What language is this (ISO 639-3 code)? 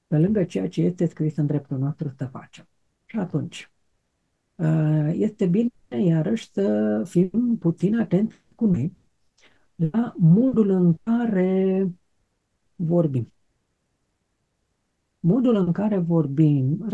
ron